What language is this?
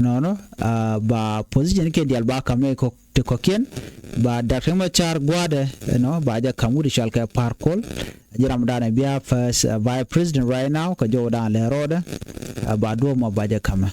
Nuer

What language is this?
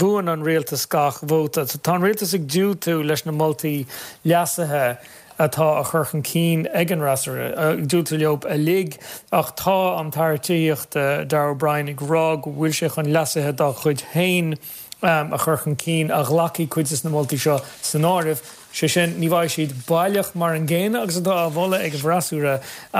Irish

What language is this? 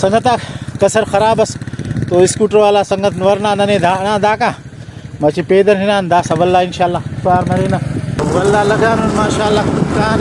Brahui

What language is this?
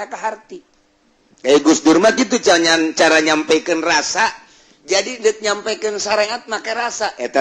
Sundanese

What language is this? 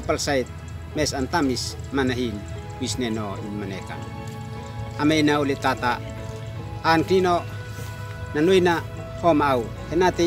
Uab Meto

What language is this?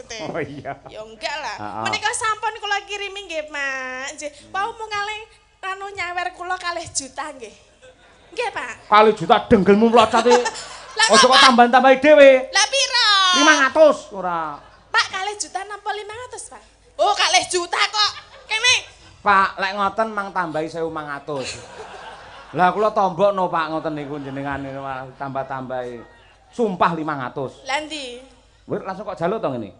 Javanese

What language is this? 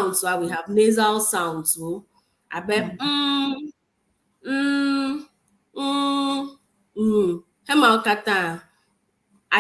Ewe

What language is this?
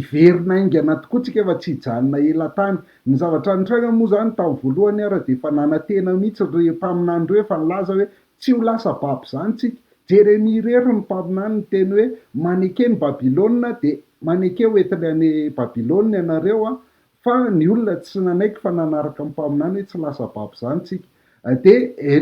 Malagasy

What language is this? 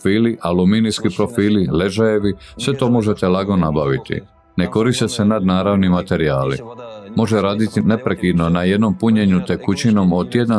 Croatian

